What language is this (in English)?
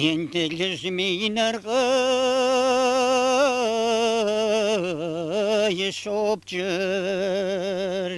Kabardian